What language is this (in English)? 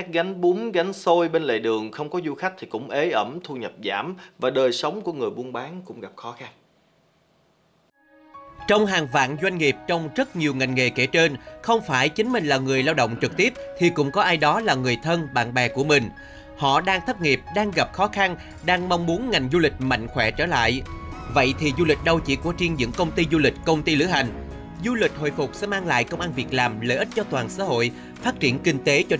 Vietnamese